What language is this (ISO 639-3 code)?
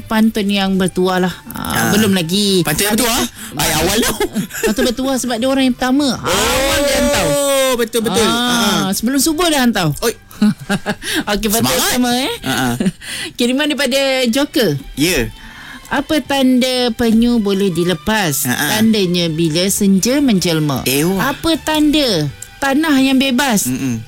msa